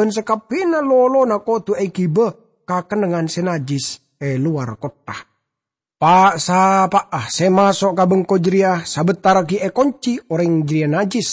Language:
Madurese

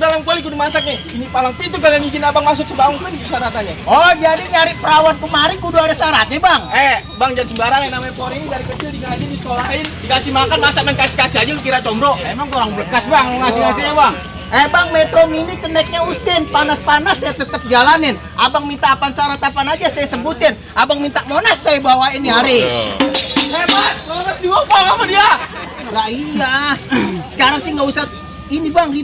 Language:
Betawi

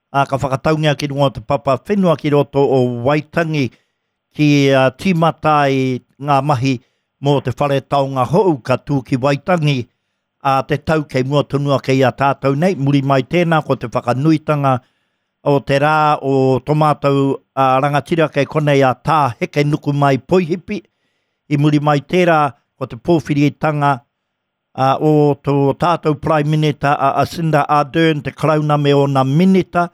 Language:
Māori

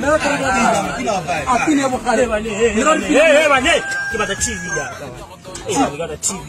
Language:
Tswana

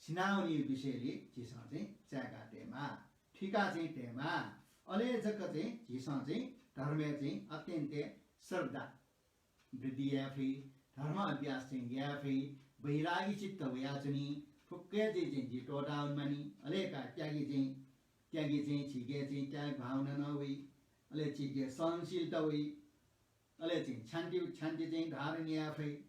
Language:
Newari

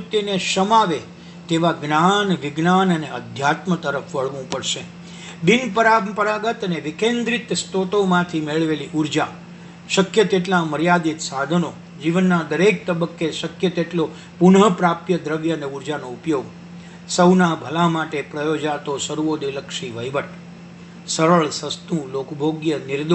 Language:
Gujarati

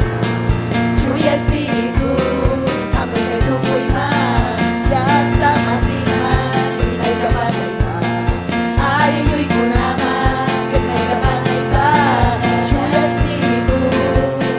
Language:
Ayacucho Quechua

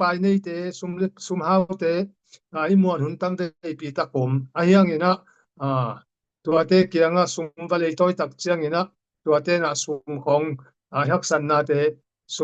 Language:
Tedim Chin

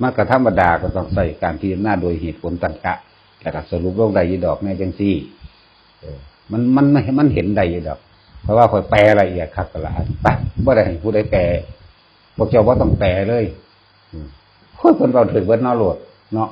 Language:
Northeastern Thai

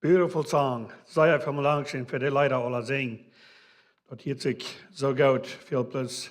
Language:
Plautdietsch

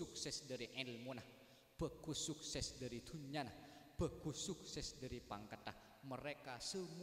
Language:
Madurese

